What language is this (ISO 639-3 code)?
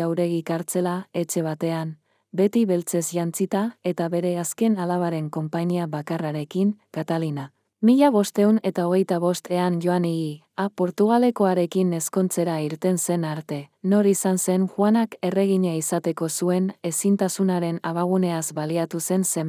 eus